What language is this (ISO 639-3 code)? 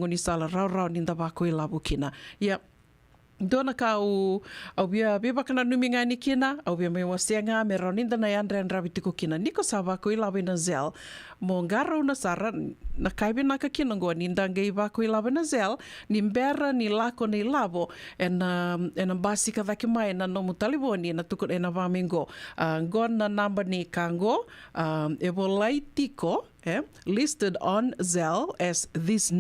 fij